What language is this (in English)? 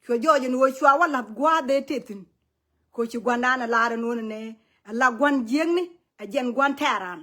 Nuer